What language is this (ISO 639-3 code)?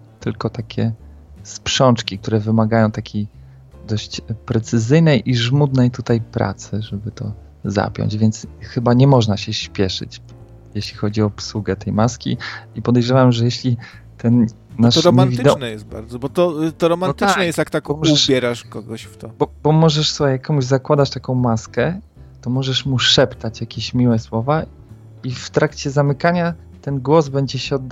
pol